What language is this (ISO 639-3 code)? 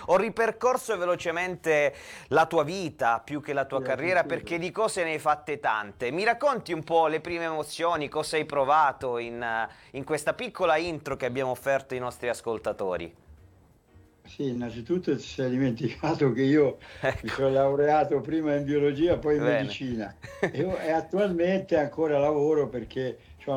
ita